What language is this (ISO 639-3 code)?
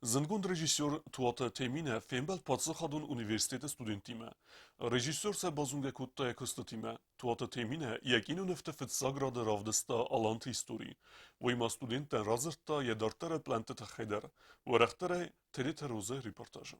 oss